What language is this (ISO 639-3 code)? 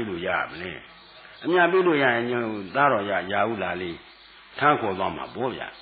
mya